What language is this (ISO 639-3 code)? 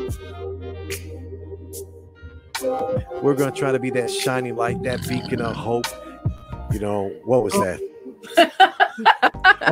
eng